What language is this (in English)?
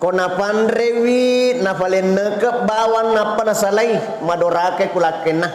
Buginese